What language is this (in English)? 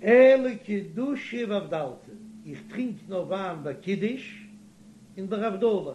Yiddish